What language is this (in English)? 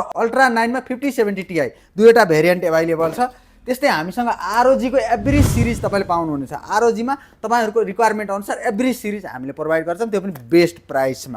Nepali